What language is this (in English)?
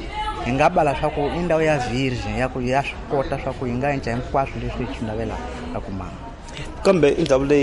Tsonga